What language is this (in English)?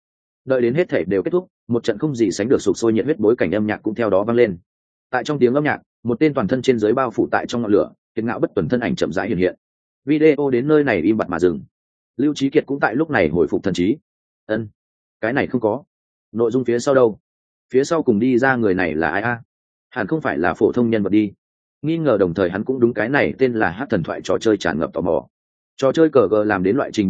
Vietnamese